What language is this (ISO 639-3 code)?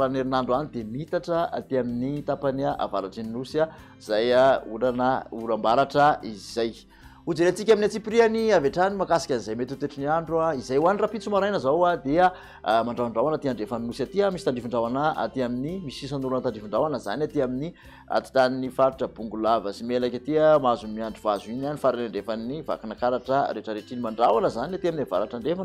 mlg